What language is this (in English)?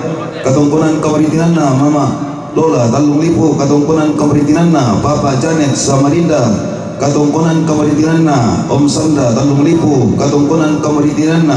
Toraja-Sa'dan